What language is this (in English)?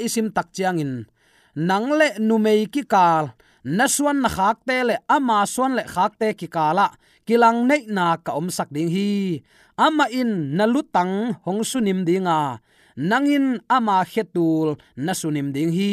Tedim Chin